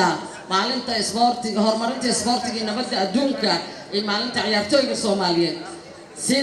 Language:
Somali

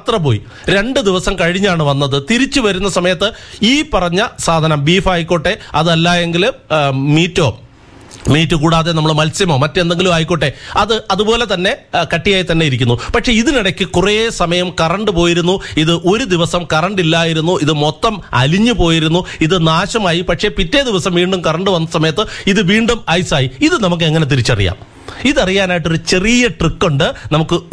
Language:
Malayalam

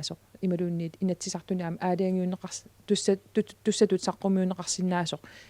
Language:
Kalaallisut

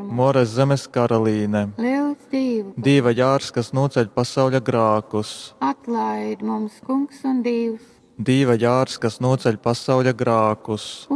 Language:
Latgalian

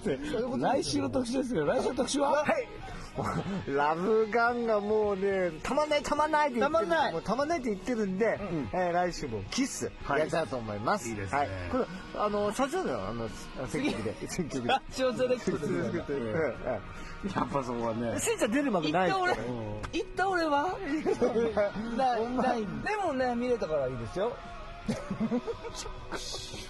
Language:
Japanese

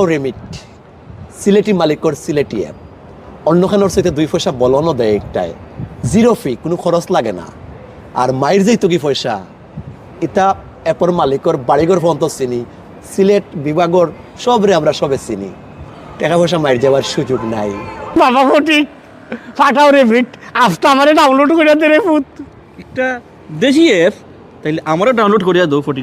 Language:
Sylheti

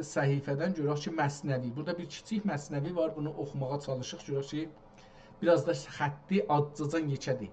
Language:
South Azerbaijani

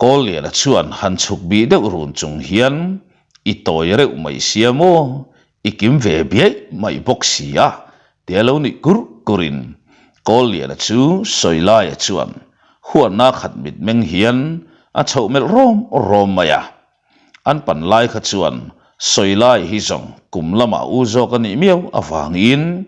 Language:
Mizo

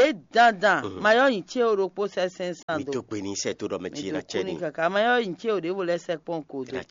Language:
Fon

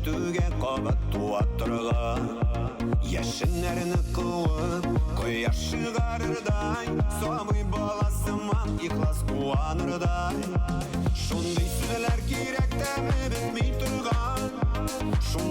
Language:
Bashkir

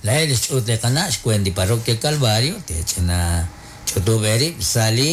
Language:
Kekchí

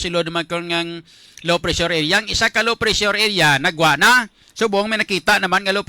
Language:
Hiligaynon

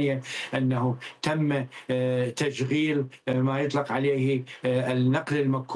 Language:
Arabic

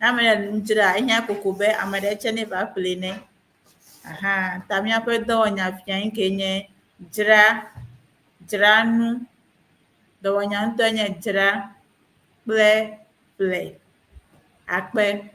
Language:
Ewe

